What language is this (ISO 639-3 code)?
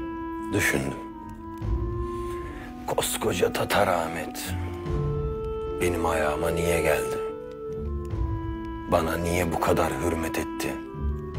tur